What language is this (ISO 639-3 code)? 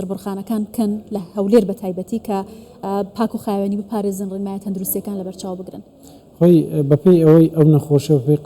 ckb